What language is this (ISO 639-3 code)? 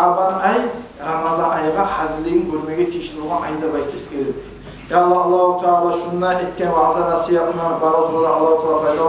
kum